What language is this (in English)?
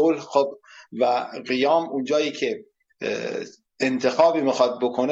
Persian